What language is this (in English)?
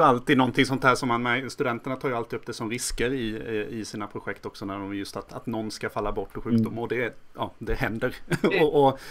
Swedish